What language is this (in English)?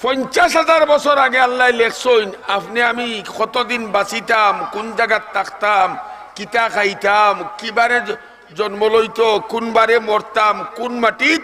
Sylheti